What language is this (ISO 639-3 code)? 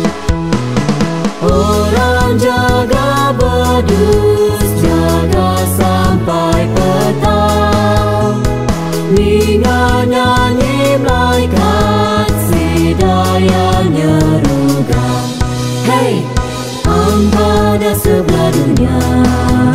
iba